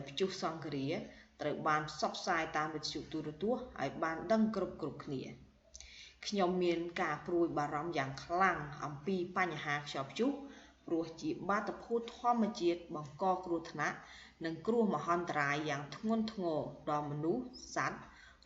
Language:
Khmer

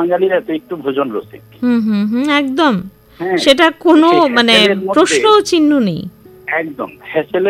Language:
Bangla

